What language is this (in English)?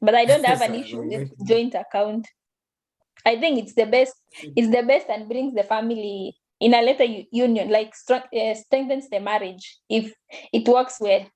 Kalenjin